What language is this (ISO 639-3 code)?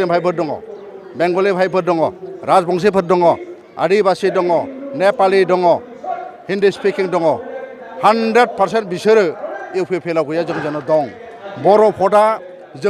brx